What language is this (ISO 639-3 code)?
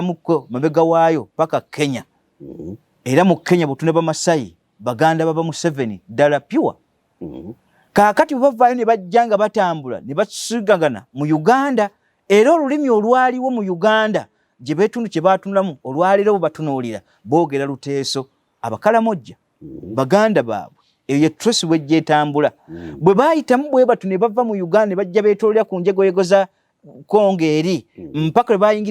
lug